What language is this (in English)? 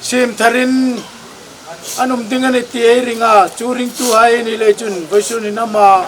Hmar